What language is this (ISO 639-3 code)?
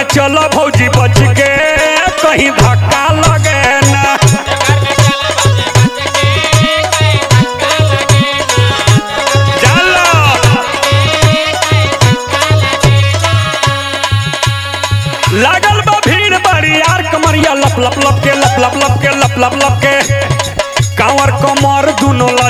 bho